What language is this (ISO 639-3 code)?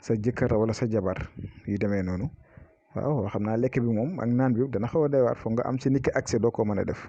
wol